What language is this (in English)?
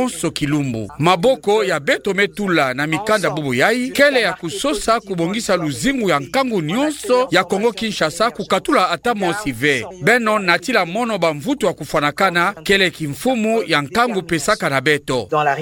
Kituba (Democratic Republic of Congo)